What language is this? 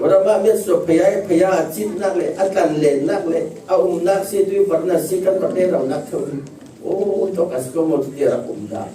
Falam Chin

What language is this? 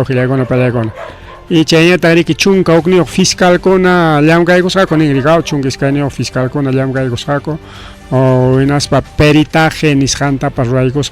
Ayacucho Quechua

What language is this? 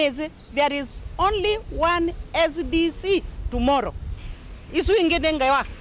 Kamba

